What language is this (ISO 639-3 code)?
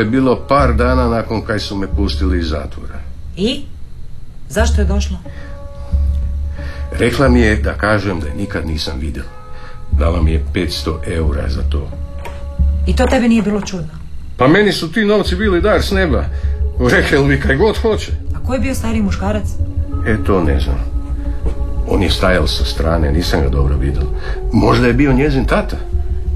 hrv